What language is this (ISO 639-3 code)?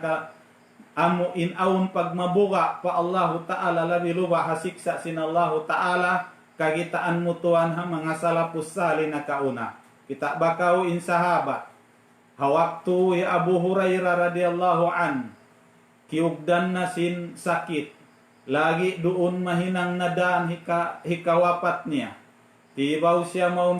tsg